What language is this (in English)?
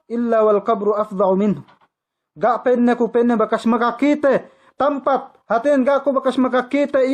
Yakan